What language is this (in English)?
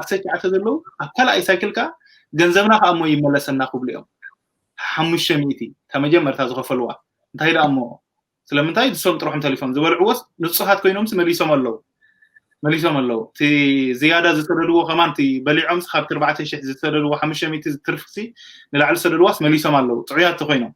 Tigrinya